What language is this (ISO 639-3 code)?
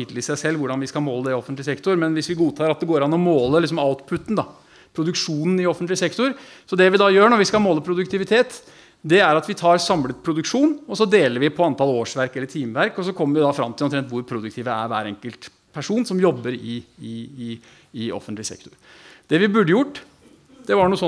nor